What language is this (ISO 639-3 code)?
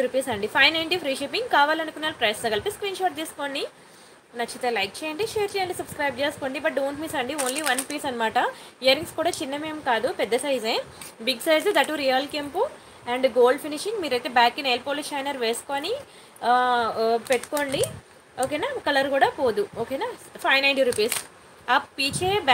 tel